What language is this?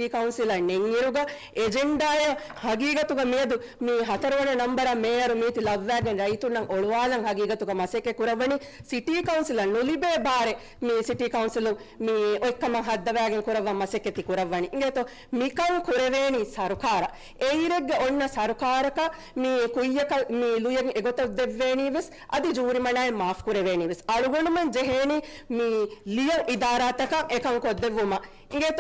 Divehi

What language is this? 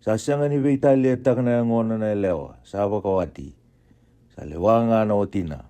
Fijian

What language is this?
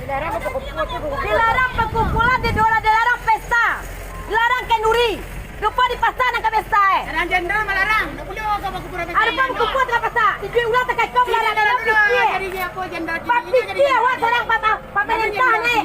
Minangkabau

